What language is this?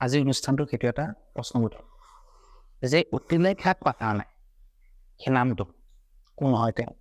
Assamese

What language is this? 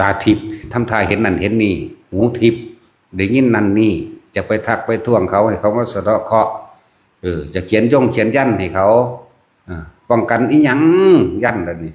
Northeastern Thai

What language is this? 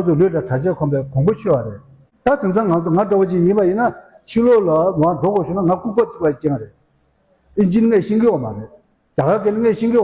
Tibetan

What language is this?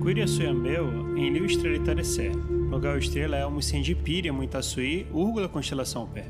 Nheengatu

